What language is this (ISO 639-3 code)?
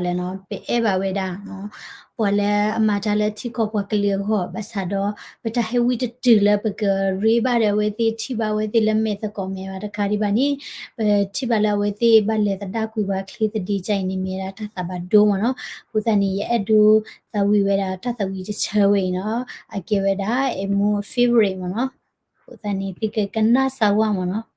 ksw